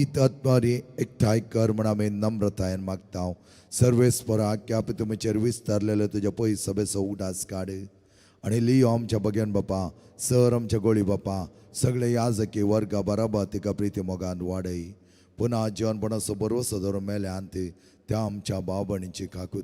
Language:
Konkani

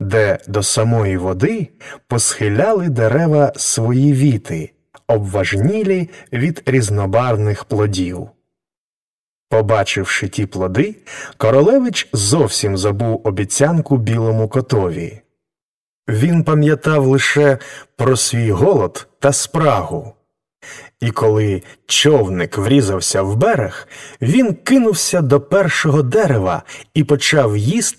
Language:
Ukrainian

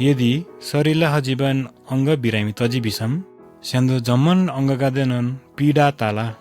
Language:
Eastern Tamang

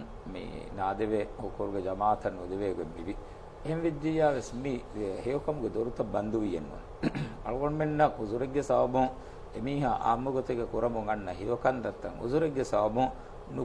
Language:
Divehi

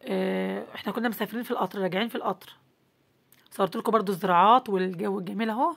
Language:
Egyptian Arabic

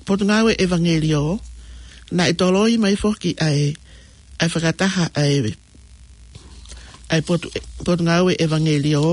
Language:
Tongan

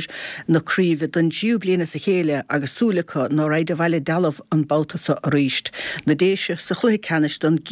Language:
Irish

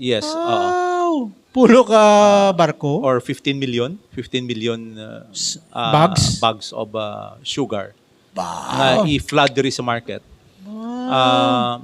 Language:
Hiligaynon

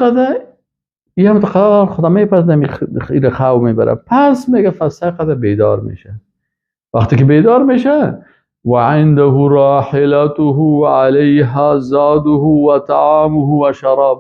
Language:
Persian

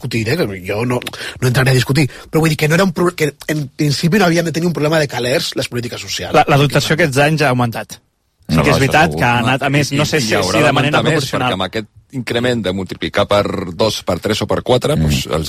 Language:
Catalan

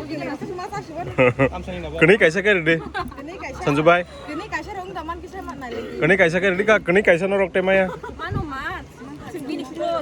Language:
Kok Borok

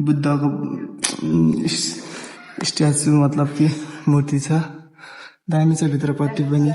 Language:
Nepali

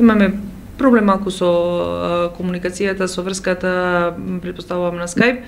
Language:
Macedonian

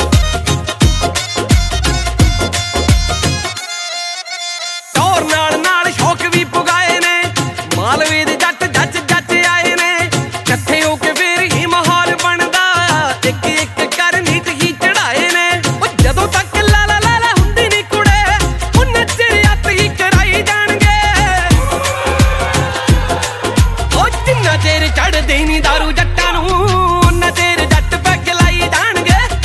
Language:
Punjabi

